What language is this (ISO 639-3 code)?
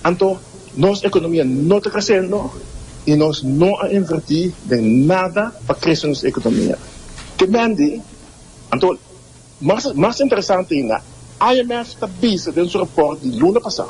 pap